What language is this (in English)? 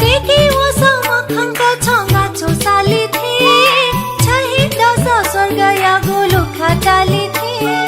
Newari